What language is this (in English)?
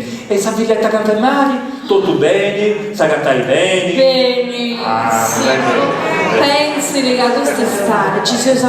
Sardinian